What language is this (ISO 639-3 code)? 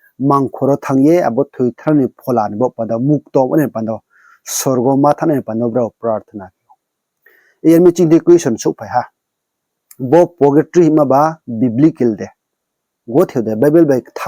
ria